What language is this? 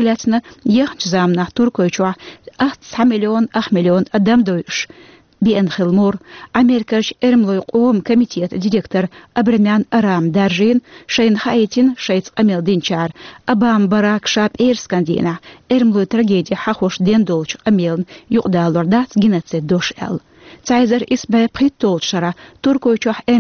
Chechen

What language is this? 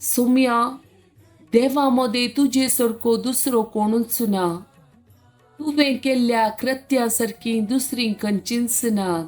Konkani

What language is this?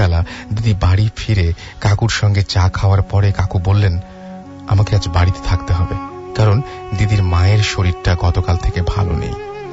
Bangla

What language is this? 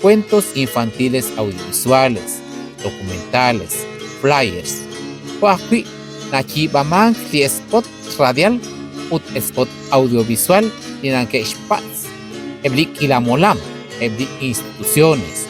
Kekchí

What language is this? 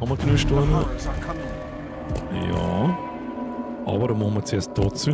Bavarian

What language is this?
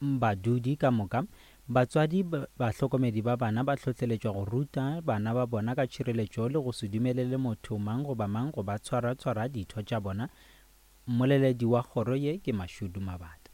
Northern Sotho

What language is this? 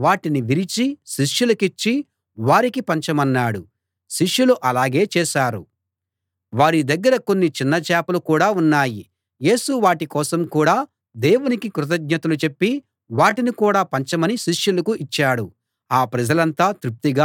Telugu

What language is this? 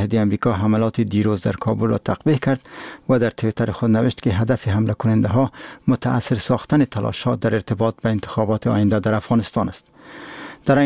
Persian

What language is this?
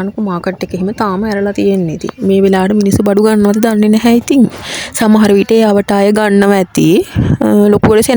Sinhala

